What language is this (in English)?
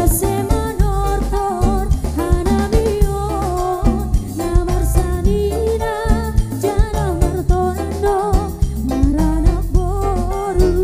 Batak Toba